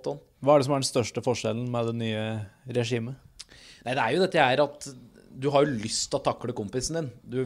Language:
Norwegian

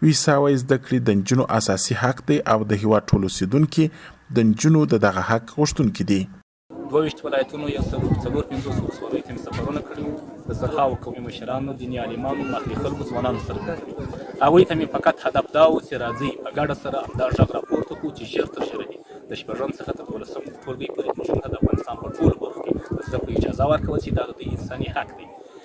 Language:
Pashto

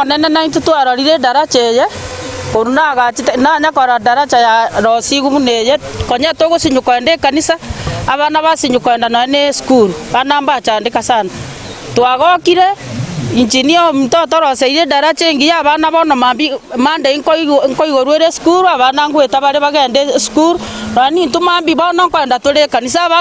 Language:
Gusii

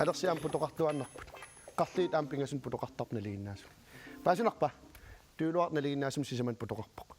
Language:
Kalaallisut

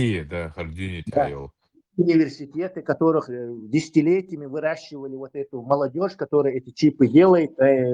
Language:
Chechen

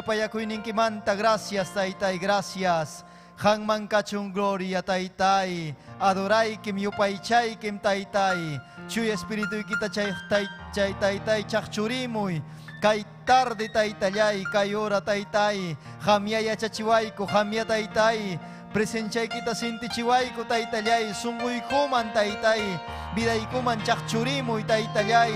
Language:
Ayacucho Quechua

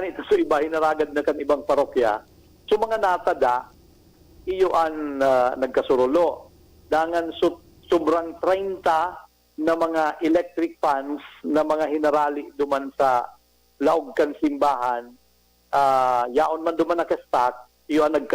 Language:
Bikol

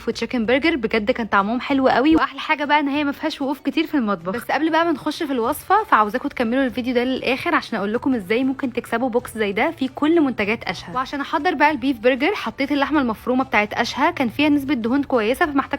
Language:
Egyptian Arabic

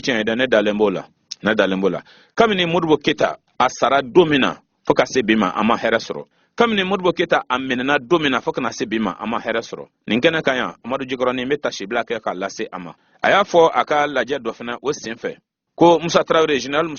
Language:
Bambara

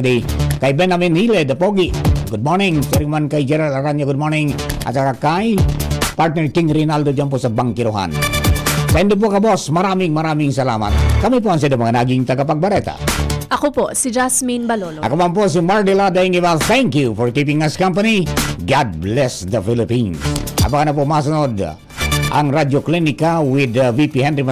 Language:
Bikol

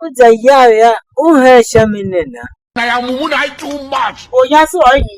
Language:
Tiv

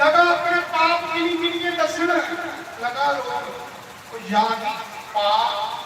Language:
Dogri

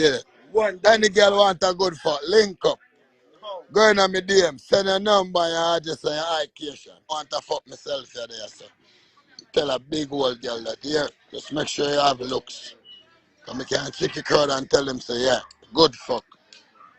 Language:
Jamaican Creole English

